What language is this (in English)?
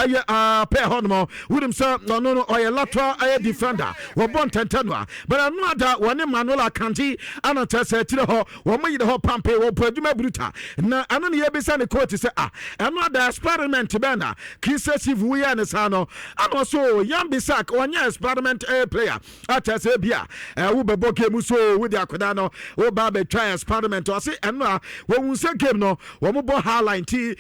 Akan